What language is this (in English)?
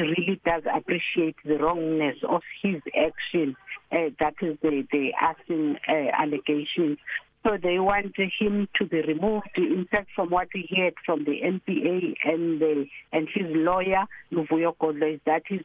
English